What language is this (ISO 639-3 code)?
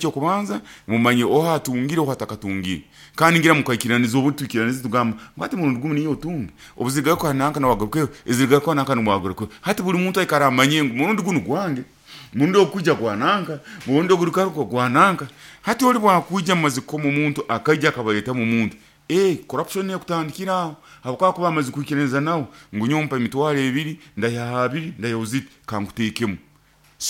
nyo